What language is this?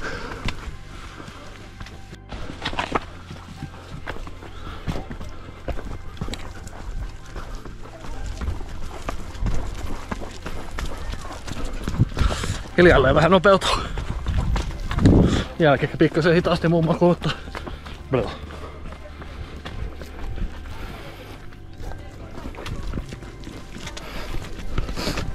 Finnish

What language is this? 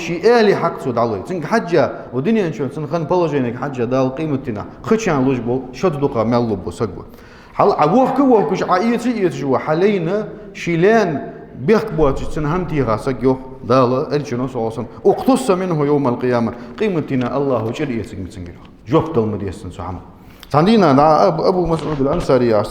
Ingush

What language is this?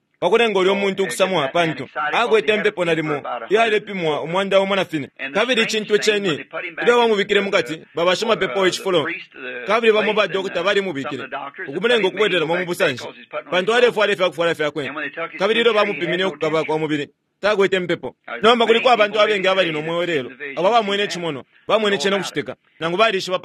Bemba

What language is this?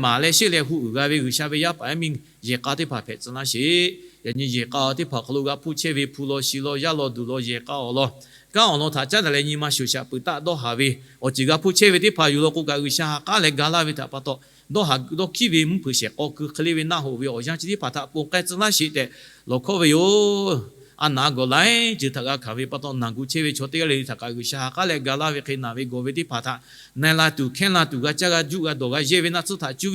Lahu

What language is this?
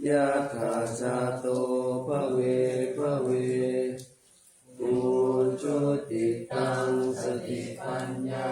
Pali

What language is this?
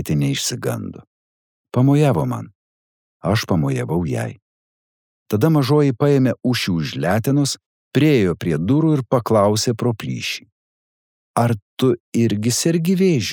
Lithuanian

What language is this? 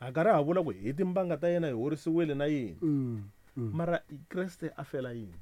Tsonga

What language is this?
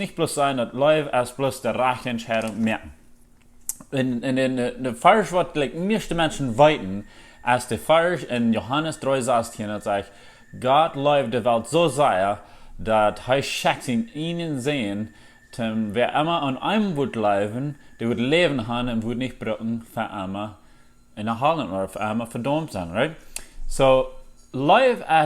Plautdietsch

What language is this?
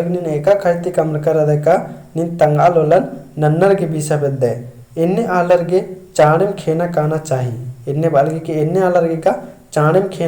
Kurukh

